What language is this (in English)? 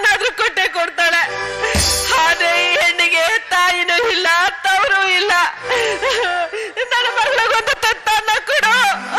Kannada